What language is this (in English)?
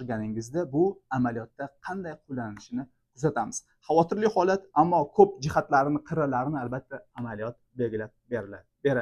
Uzbek